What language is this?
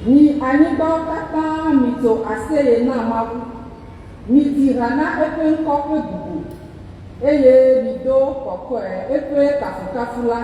Ewe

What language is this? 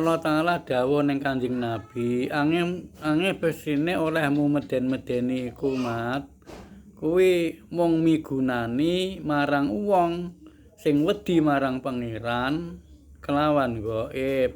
Javanese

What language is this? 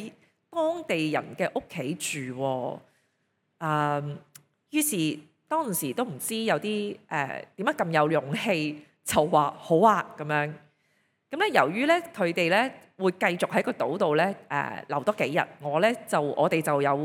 Cantonese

